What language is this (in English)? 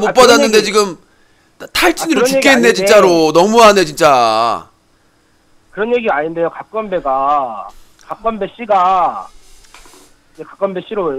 Korean